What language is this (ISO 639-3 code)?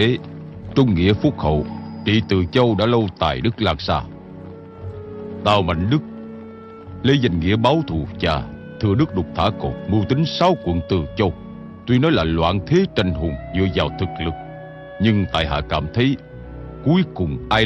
vie